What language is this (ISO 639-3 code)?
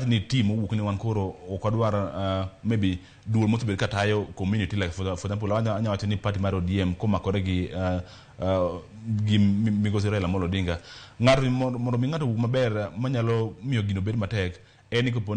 luo